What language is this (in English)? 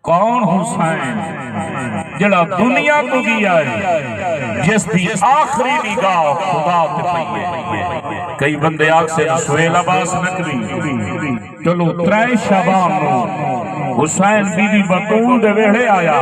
Saraiki